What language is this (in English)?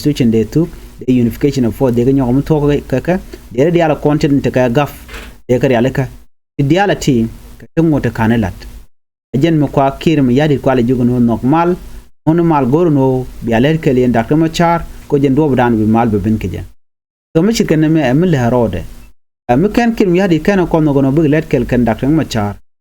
Nuer